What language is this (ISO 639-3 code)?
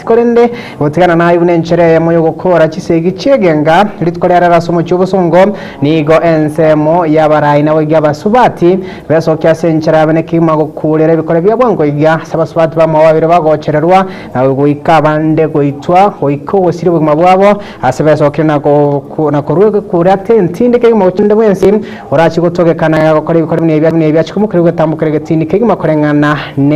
guz